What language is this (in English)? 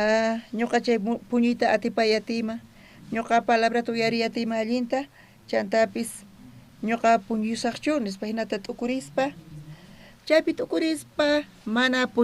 South Bolivian Quechua